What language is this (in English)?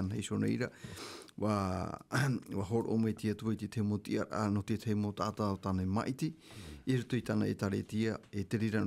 Tahitian